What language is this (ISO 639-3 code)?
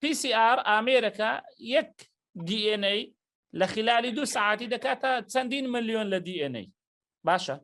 ckb